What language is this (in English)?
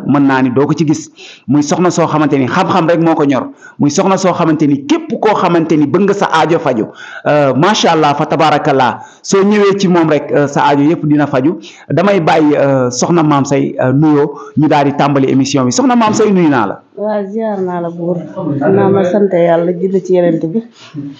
Wolof